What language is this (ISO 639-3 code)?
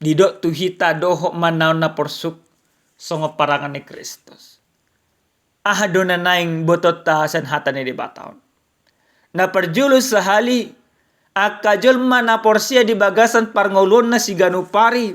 bbc